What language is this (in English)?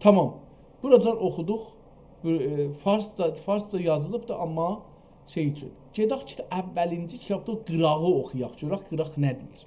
South Azerbaijani